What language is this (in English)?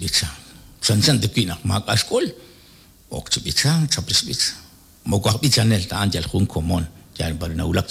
Kekchí